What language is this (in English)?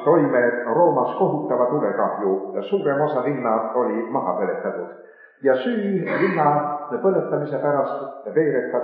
Estonian